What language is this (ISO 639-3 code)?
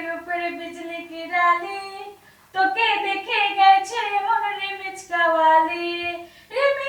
syl